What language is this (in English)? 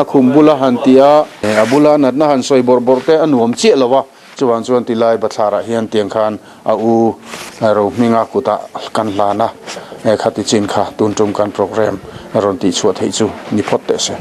Mizo